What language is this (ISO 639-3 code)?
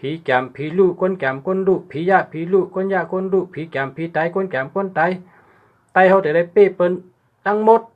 shn